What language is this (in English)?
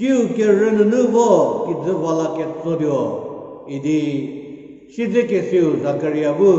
Angami Naga